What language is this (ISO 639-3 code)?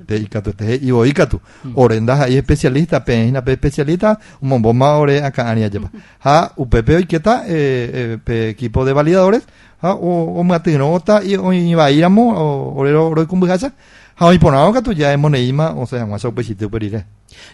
grn